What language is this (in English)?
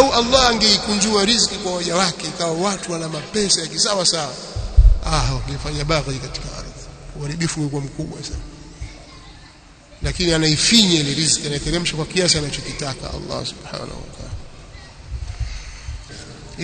Swahili